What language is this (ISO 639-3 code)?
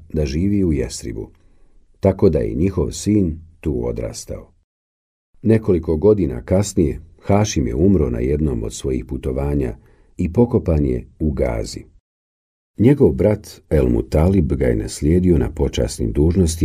bos